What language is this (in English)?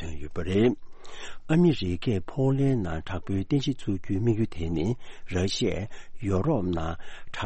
Tibetan